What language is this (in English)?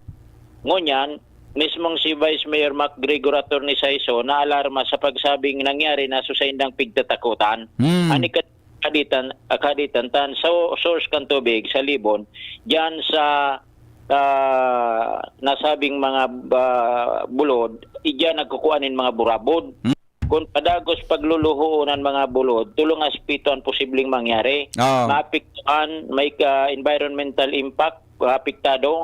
Bikol